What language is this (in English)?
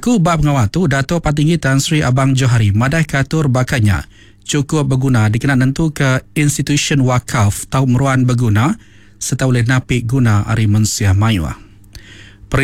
Iban